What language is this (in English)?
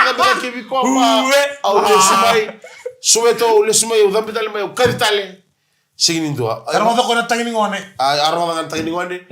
Fijian